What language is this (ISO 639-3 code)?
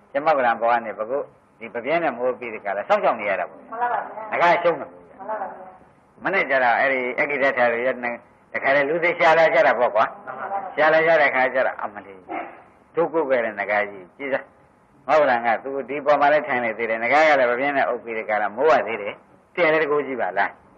mya